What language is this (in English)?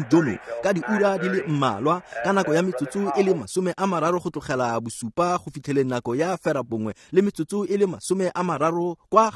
Tswana